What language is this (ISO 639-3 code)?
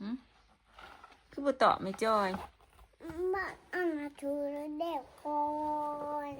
tts